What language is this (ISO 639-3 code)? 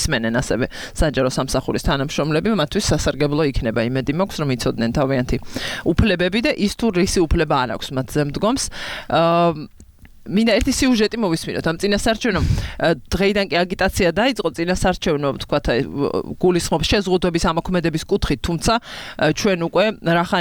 kat